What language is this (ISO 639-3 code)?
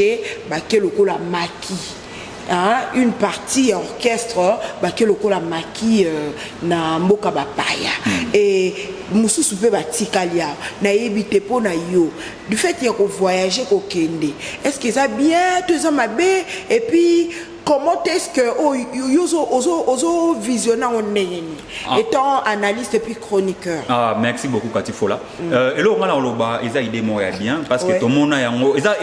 lin